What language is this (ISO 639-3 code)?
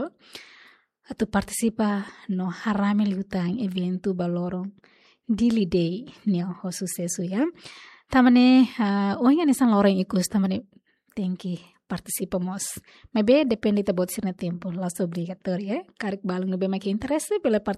tet